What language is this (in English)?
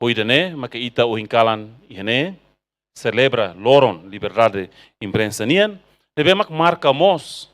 Tetum